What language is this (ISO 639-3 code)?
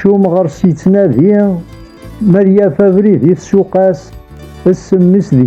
kab